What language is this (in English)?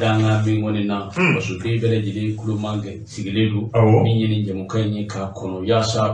Bambara